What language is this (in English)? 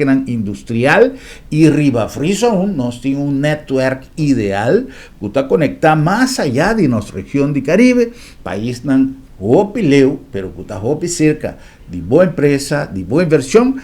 Papiamento